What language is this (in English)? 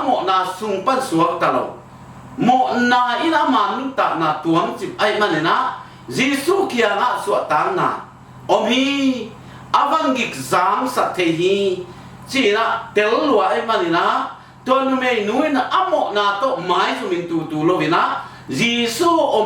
Tedim Chin